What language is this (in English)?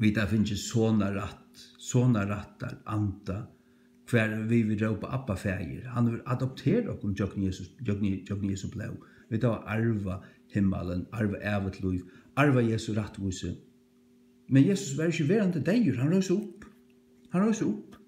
Faroese